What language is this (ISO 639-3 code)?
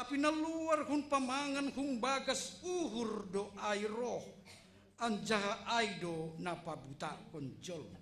bts